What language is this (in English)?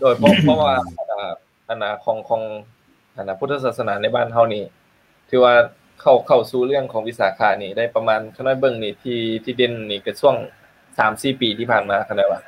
Lao